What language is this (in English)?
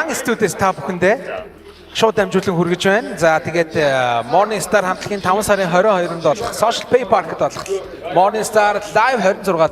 Mongolian